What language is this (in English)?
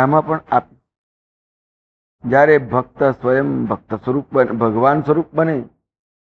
Gujarati